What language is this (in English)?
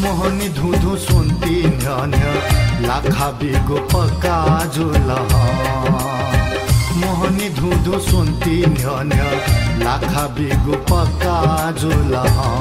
Newari